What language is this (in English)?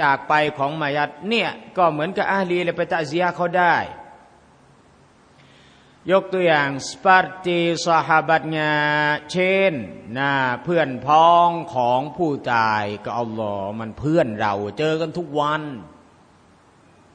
Thai